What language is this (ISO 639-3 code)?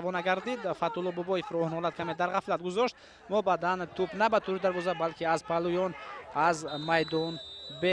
tgk